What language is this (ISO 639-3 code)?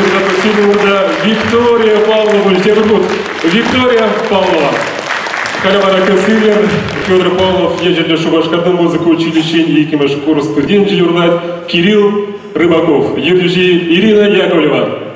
chv